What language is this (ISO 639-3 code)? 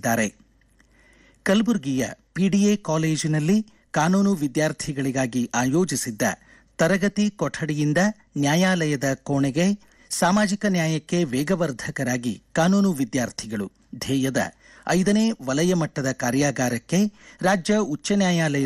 kan